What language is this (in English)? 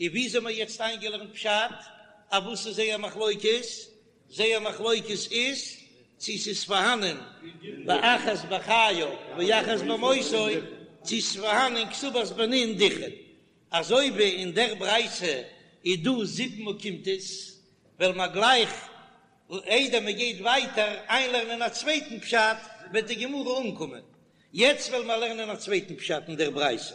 Yiddish